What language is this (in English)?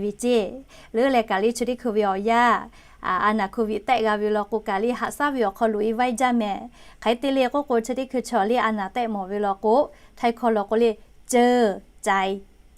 Lahu